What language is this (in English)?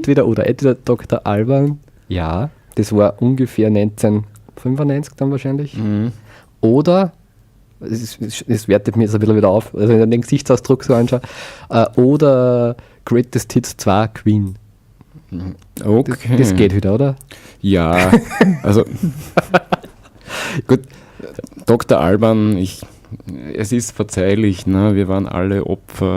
Bavarian